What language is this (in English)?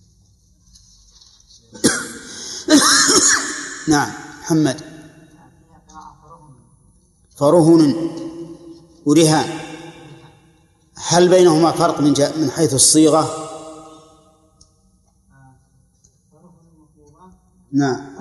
Arabic